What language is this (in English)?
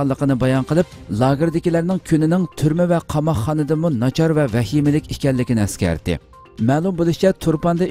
Uyghur